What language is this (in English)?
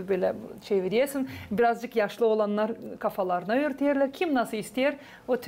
Gagauz